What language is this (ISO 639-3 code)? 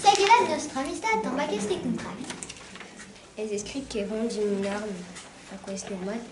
oci